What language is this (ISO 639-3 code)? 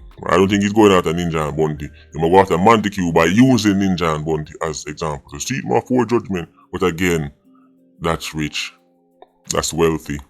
jam